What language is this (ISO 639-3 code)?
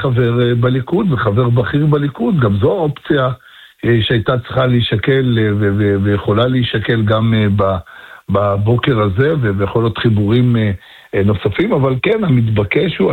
heb